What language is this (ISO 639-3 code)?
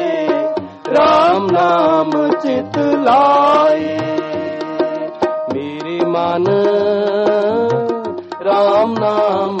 pan